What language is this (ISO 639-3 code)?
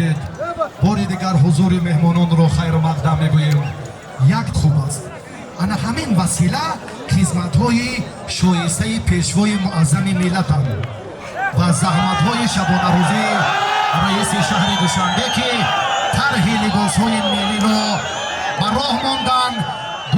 tgk